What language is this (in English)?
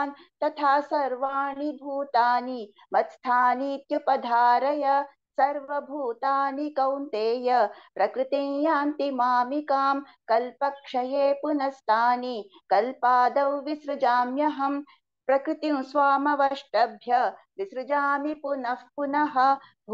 Sanskrit